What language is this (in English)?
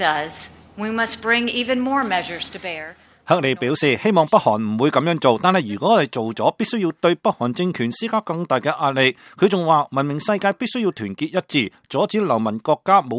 Cantonese